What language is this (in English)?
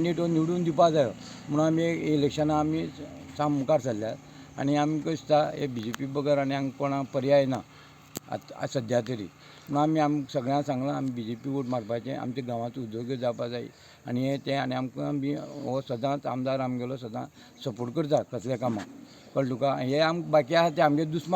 Konkani